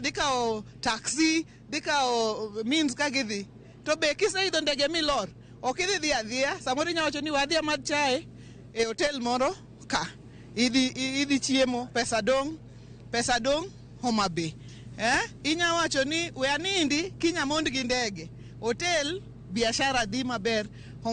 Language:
Luo (Kenya and Tanzania)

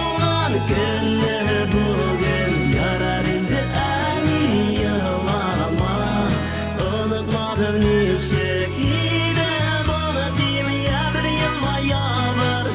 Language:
Tatar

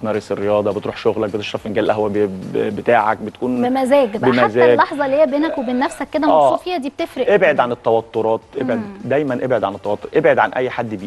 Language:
Egyptian Arabic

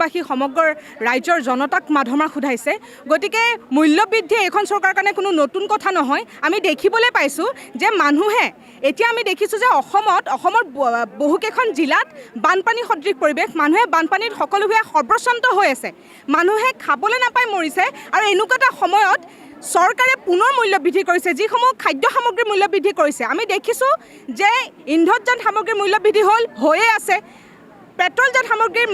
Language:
Assamese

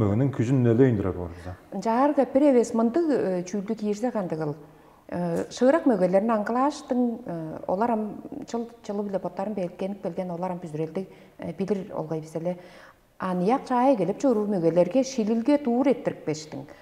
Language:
Tuvinian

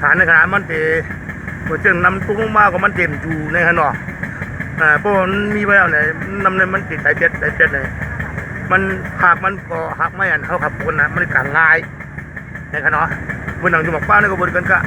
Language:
Shan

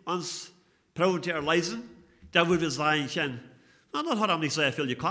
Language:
Plautdietsch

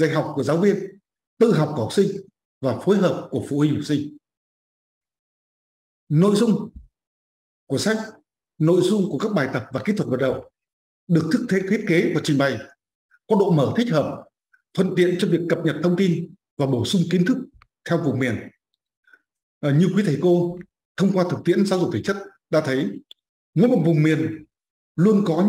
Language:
Vietnamese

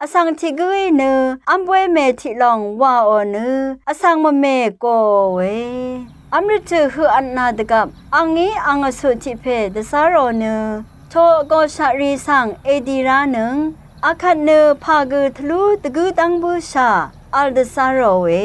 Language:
Rawang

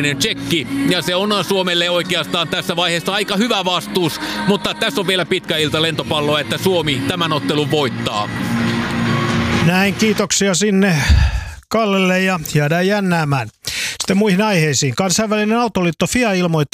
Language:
Finnish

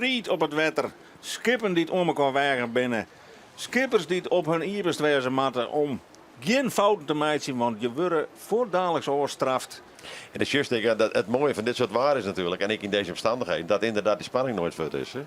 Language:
Western Frisian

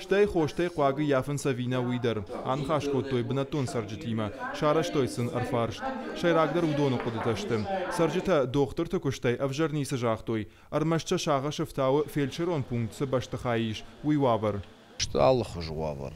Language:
Ossetic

